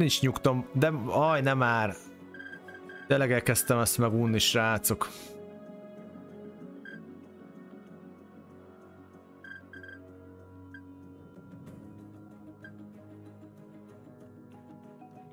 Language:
Hungarian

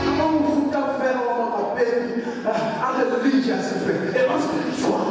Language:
Southern Sotho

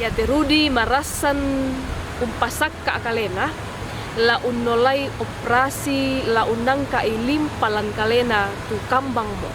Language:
Toraja-Sa'dan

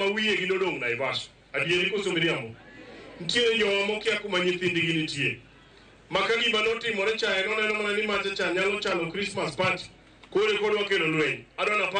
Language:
Luo (Kenya and Tanzania)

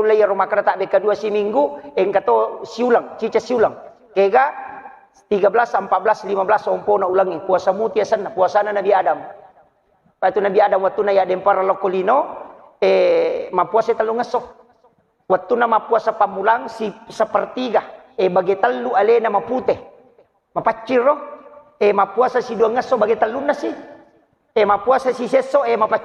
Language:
Buginese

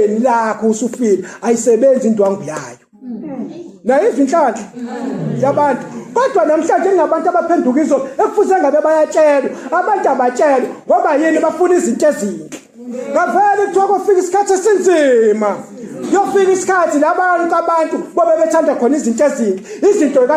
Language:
Zulu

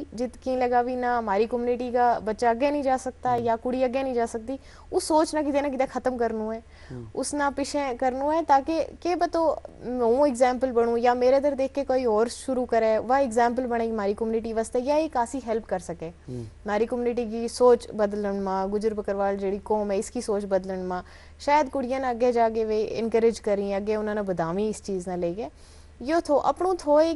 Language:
Gujari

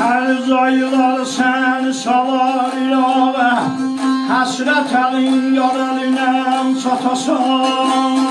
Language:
South Azerbaijani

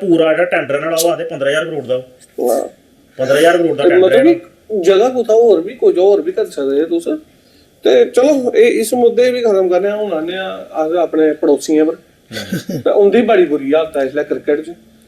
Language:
Dogri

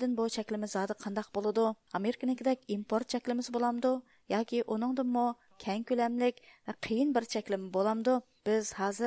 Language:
Uyghur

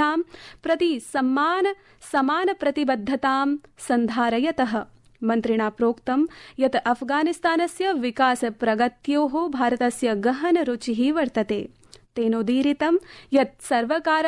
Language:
Sanskrit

